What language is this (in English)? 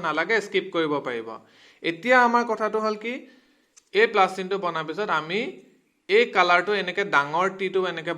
Assamese